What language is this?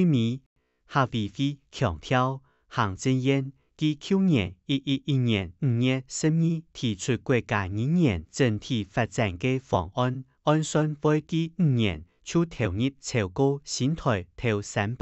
Hakka Chinese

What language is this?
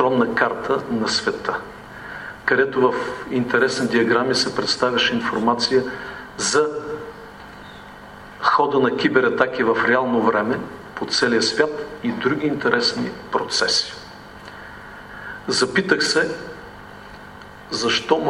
Bulgarian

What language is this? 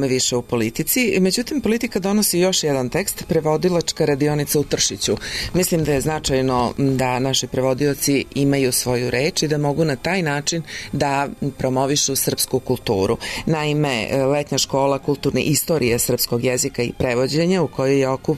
Serbian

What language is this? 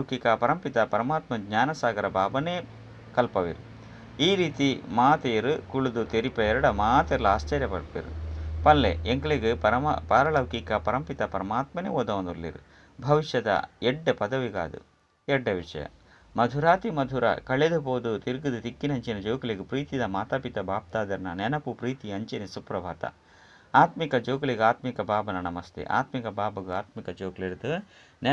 Tulu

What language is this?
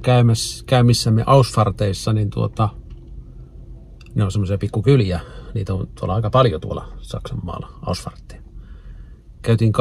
Finnish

